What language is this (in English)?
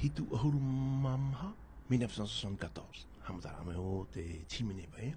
Tahitian